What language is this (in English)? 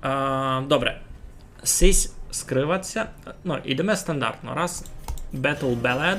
Rusyn